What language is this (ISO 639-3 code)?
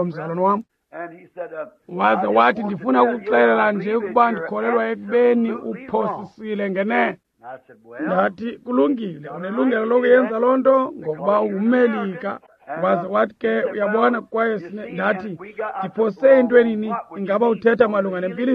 xho